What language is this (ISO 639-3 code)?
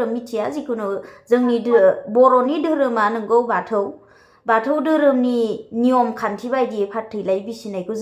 brx